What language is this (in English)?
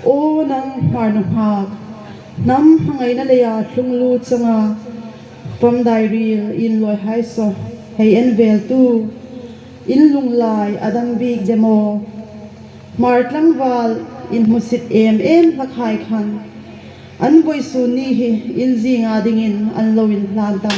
Hmar